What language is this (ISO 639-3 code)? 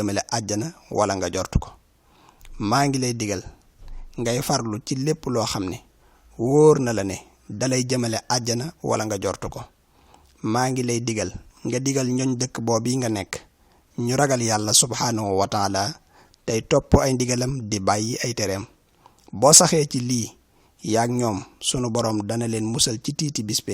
wol